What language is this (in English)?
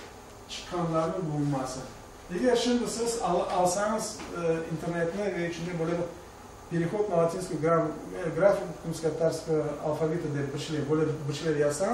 Crimean Tatar